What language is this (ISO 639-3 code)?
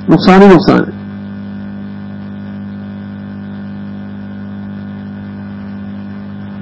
urd